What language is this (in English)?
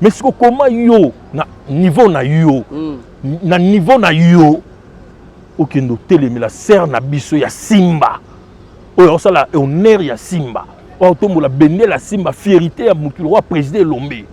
Lingala